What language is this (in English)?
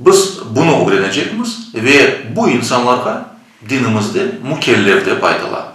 Crimean Tatar